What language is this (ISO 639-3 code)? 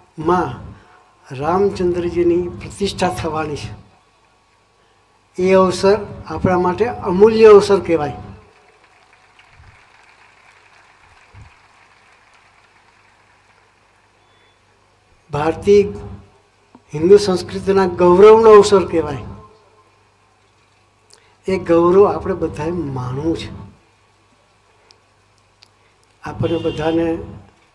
guj